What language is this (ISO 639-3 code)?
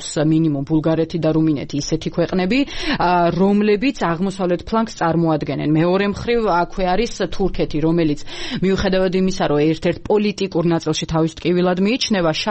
kat